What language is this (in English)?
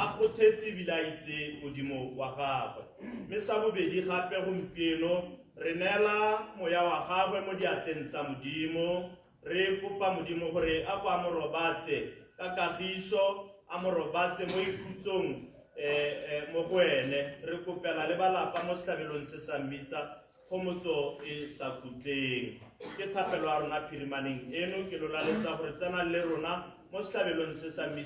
Tswana